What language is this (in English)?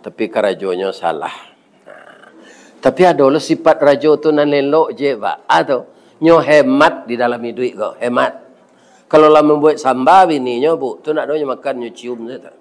Minangkabau